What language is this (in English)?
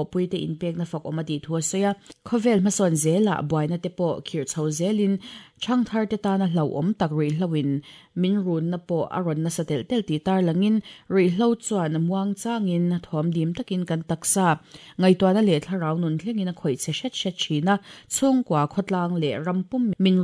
Mizo